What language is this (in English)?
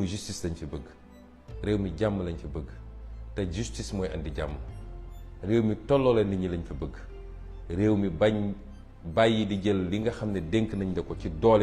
Wolof